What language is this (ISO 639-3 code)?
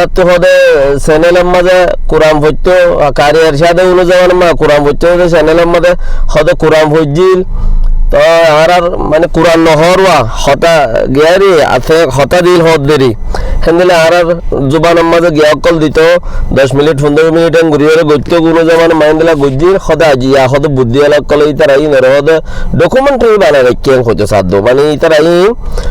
rhg